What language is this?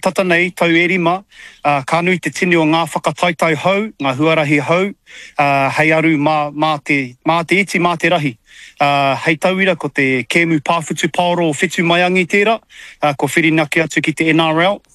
Māori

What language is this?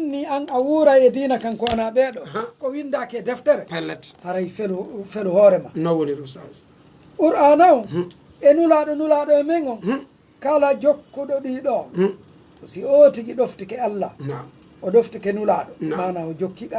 Pular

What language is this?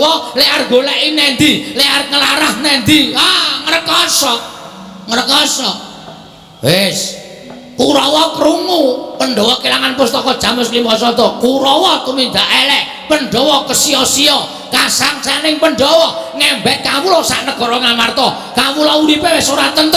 Javanese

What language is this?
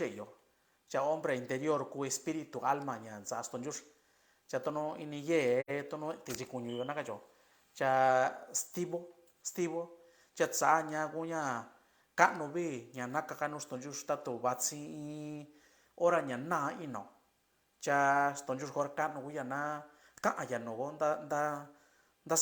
Mixtepec Mixtec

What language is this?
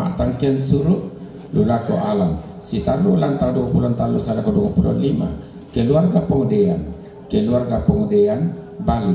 Toraja-Sa'dan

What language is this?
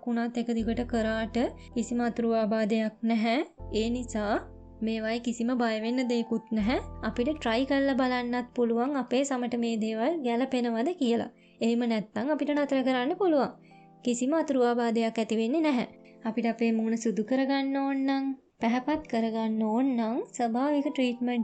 Sinhala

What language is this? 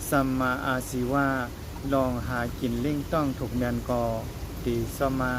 Shan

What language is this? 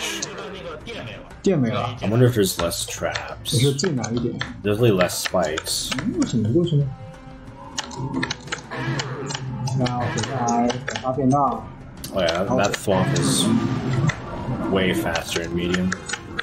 Chinese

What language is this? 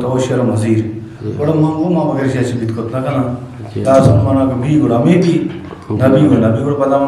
Eastern Balochi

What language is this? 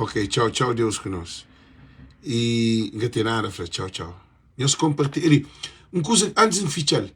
Kabuverdianu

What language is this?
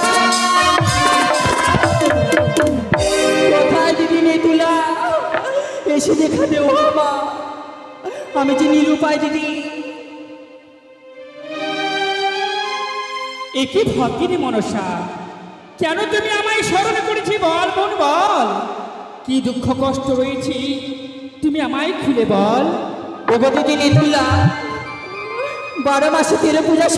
Bangla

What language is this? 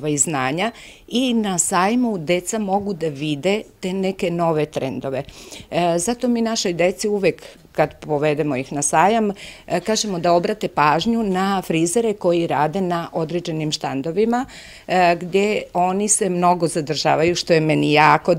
Serbian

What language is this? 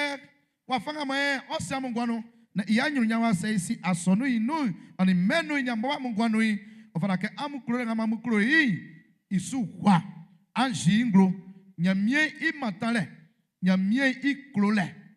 Baoulé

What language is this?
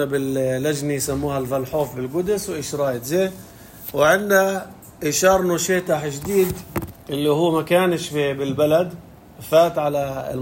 North Levantine Arabic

